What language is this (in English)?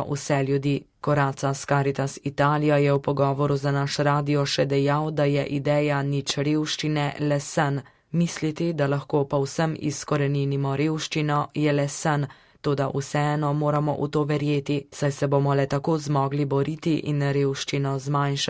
Slovenian